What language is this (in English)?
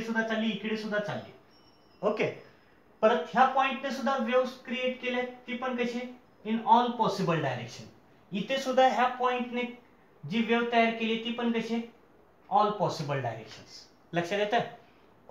Marathi